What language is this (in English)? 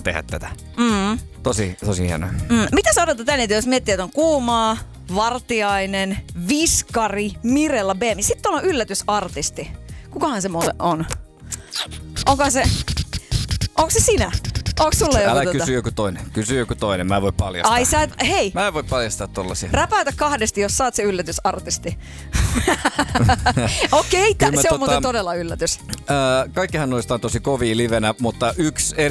Finnish